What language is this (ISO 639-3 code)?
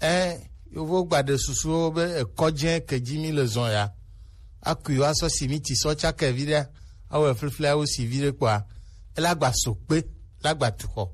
gej